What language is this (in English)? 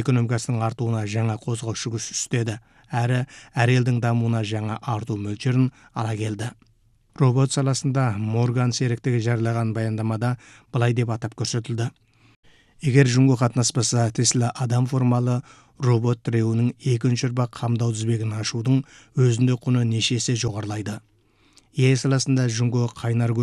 Kazakh